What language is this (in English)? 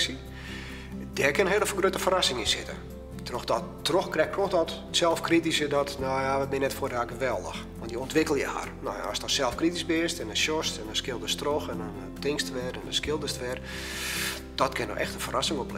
Western Frisian